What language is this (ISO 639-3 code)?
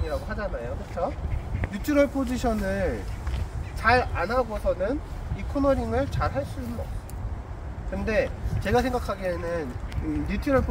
kor